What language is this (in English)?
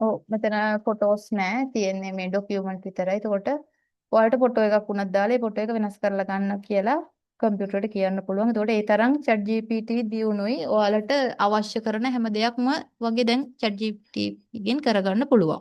Sinhala